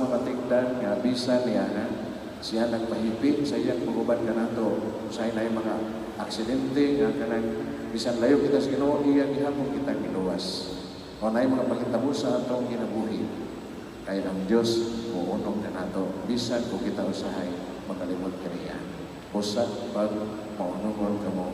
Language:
Cebuano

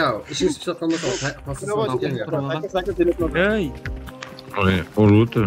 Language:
Kara-Kalpak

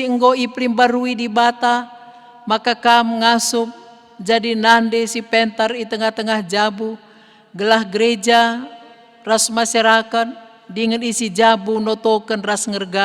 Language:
Batak Karo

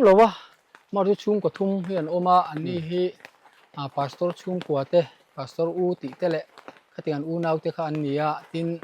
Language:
Mizo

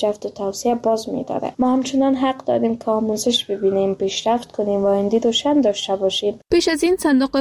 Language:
Persian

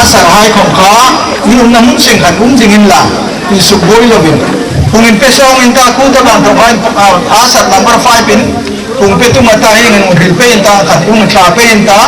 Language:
Hmar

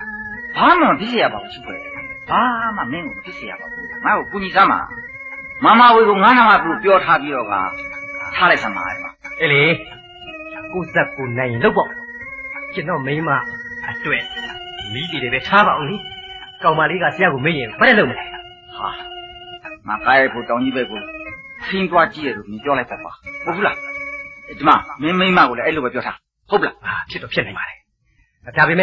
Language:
Burmese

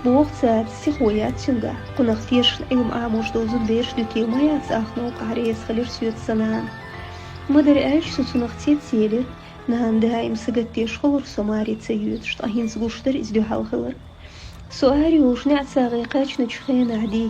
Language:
Chechen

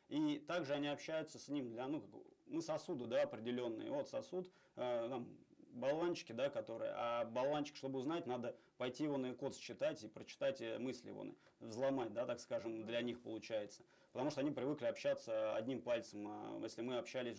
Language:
Russian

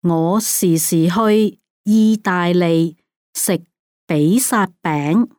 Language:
Cantonese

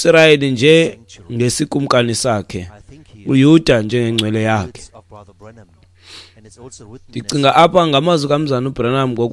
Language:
Xhosa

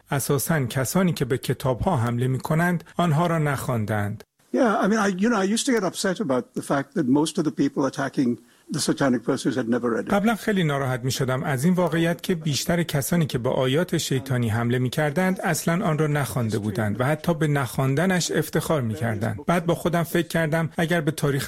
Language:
Persian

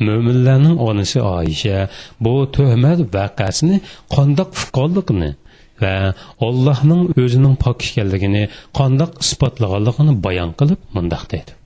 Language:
Uyghur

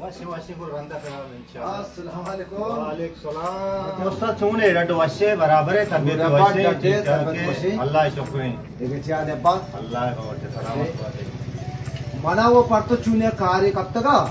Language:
Baluchi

